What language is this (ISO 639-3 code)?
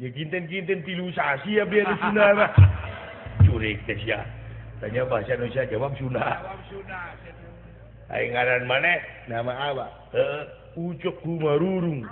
sun